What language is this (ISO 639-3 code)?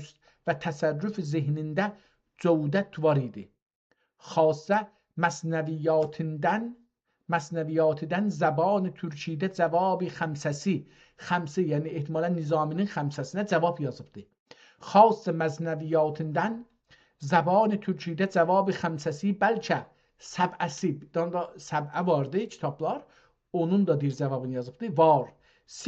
azb